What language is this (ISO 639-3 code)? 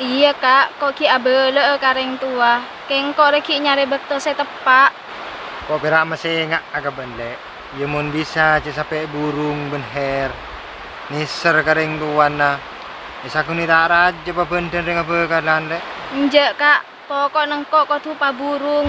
mad